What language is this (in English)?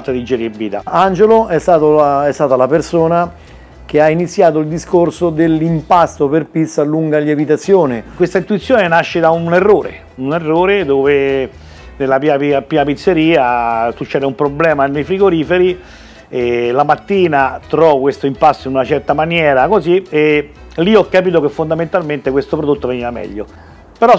Italian